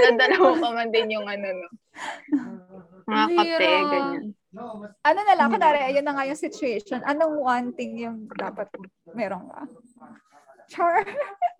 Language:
Filipino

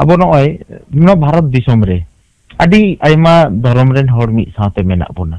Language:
Santali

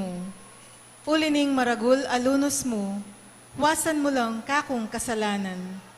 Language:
Pampanga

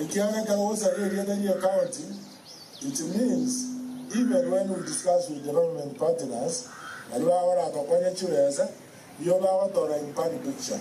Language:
Gusii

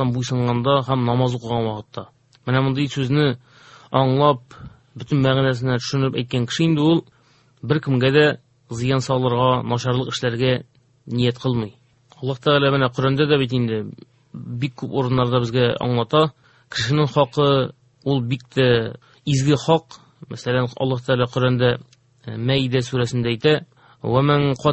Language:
Tatar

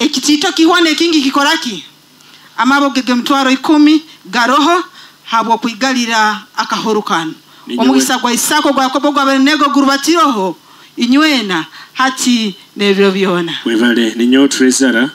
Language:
Nyoro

